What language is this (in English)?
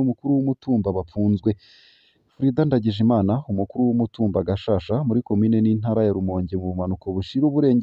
Rundi